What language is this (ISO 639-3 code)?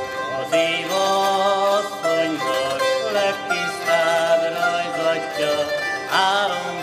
hun